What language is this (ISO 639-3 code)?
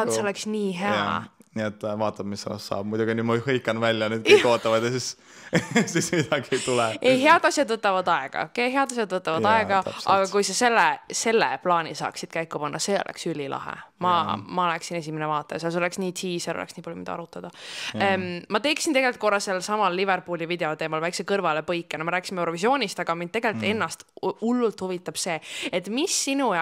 est